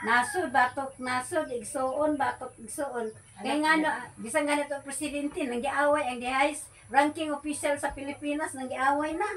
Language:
Cebuano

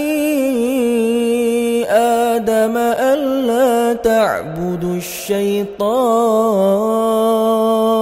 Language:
Arabic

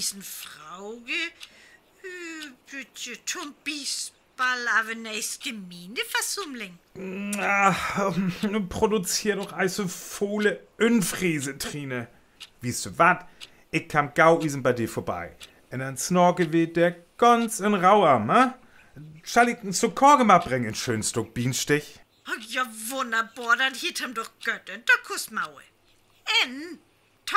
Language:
Northern Frisian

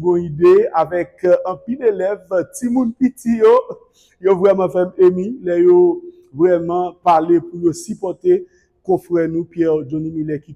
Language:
Haitian Creole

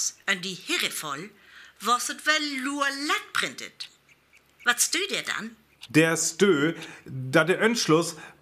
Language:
Northern Frisian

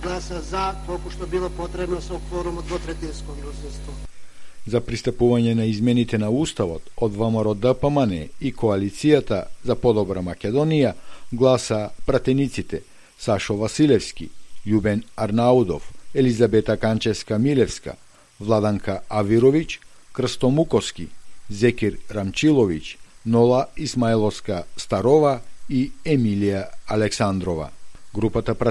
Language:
Macedonian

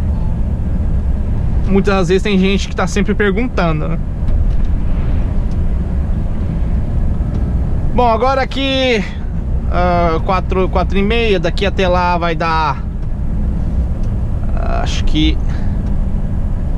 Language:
Portuguese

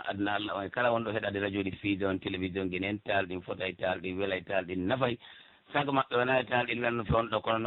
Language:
Pular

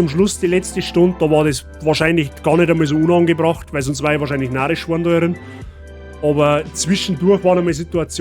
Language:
Bavarian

